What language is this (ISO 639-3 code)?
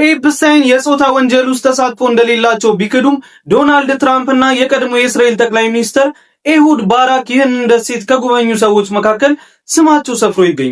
amh